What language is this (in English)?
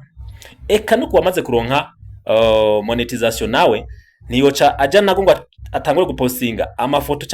Rundi